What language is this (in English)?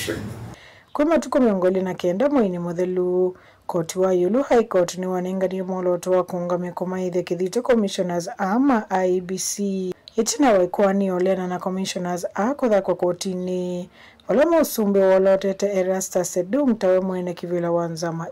Kamba